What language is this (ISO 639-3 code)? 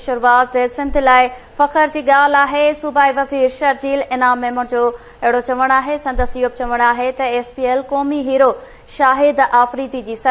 snd